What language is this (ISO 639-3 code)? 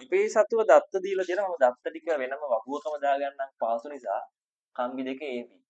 sin